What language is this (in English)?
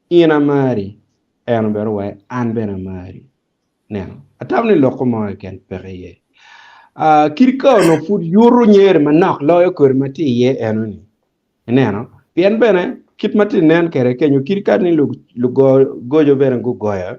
Acoli